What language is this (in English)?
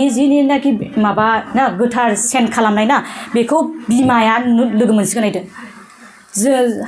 Bodo